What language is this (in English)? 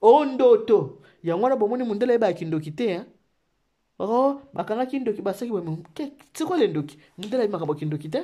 Lingala